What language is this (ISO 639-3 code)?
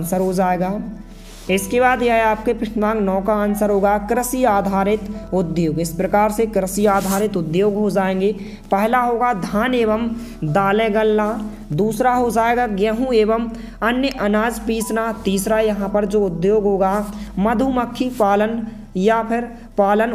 hin